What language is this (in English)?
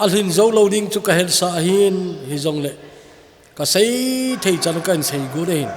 Thado Chin